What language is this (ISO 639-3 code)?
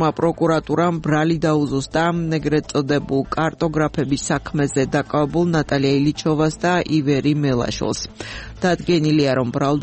kat